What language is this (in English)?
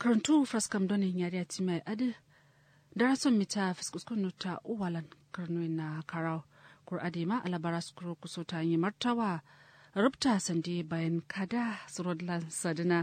Kanuri